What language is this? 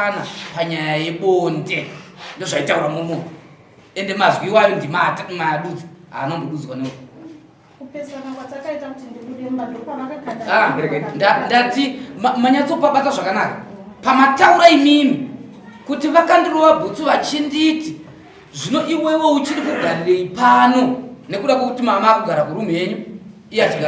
Shona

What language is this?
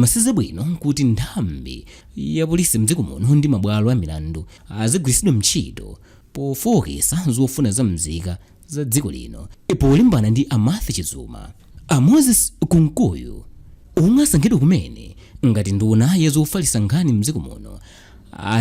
Nyanja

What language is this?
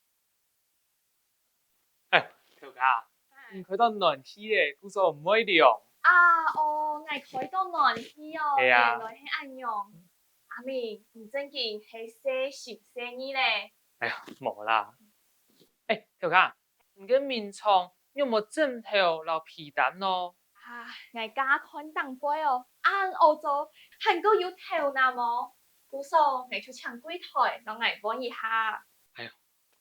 Hakka Chinese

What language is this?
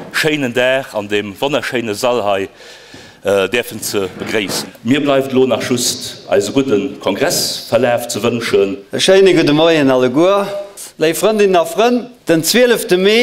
Luxembourgish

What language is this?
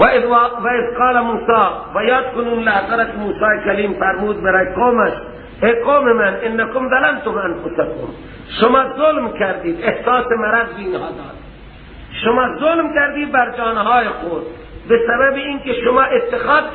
Persian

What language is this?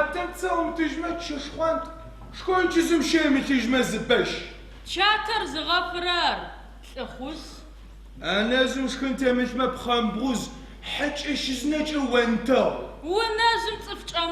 Adyghe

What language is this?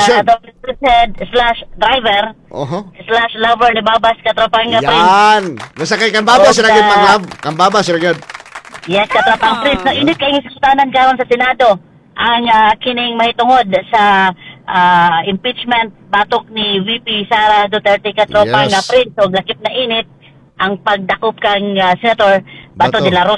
Cebuano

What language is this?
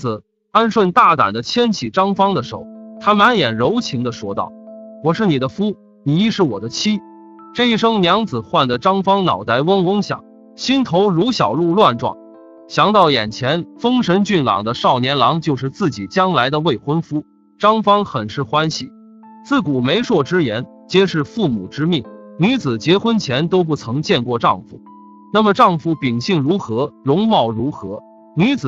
Chinese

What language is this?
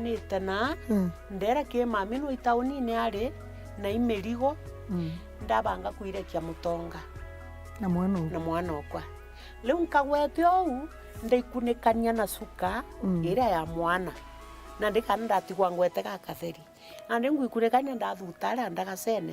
Meru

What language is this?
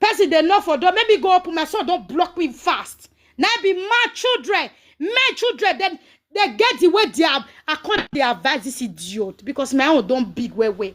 Nigerian Pidgin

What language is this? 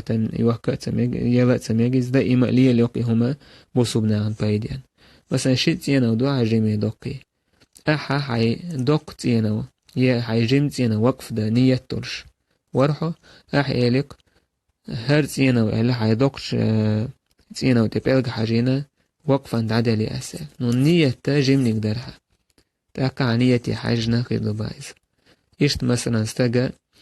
Chechen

